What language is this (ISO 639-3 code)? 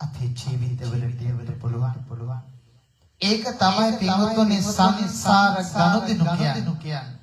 sin